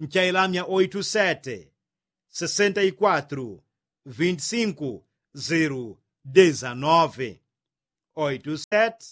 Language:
Yao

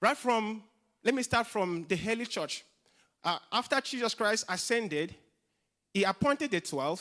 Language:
English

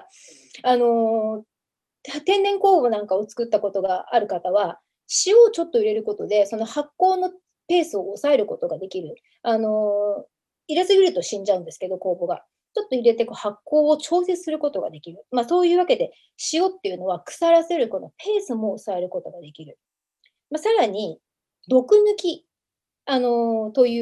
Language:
Japanese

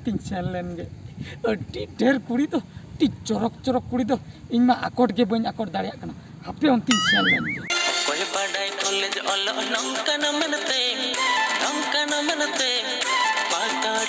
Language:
Santali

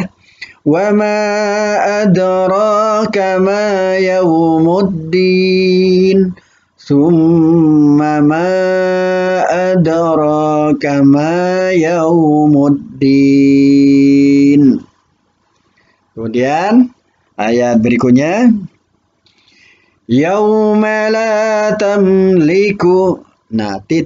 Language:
Indonesian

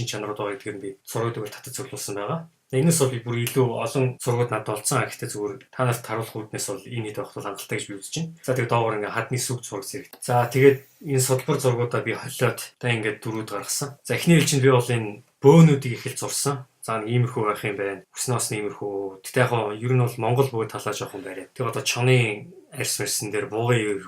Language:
Mongolian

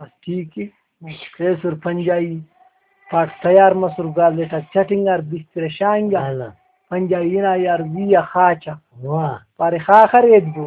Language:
Brahui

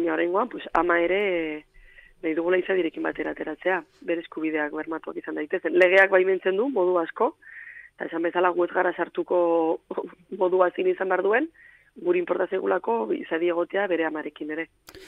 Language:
Basque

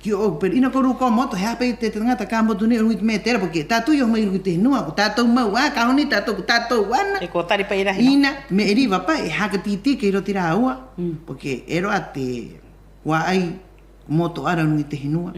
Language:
Rapanui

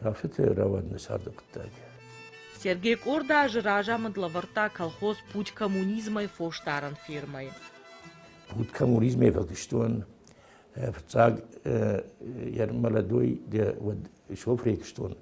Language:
Ossetic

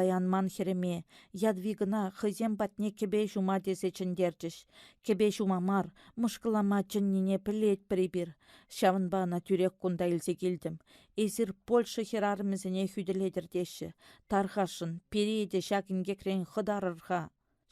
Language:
Chuvash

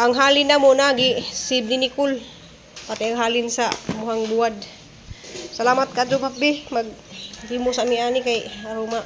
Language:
Cebuano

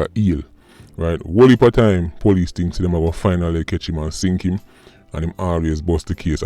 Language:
Jamaican Creole English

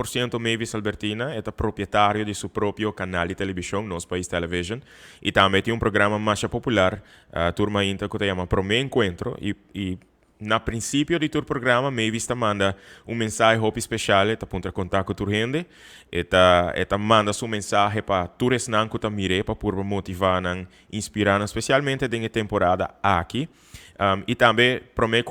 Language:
Papiamento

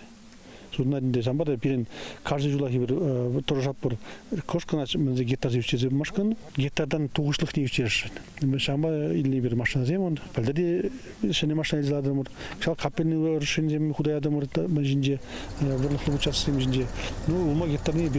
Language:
Chuvash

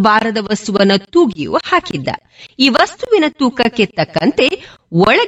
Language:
Kannada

